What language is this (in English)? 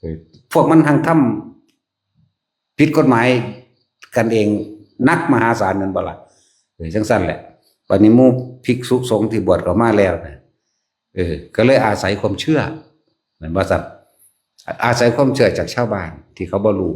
Northeastern Thai